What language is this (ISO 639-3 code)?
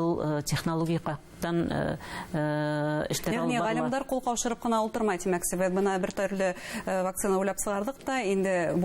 bak